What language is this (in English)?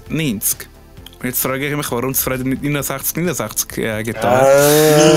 Swiss German